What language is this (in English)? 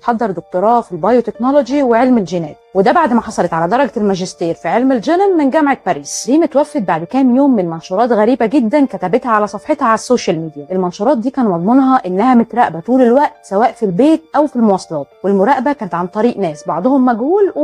Egyptian Arabic